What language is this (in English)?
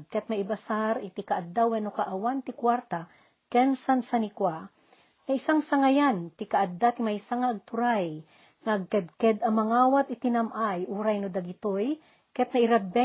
Iloko